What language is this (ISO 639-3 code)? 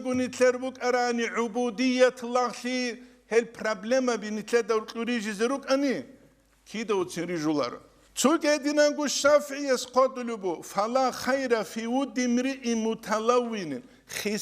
ava